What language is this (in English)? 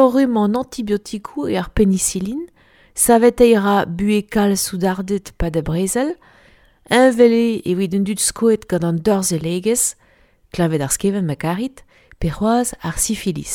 Breton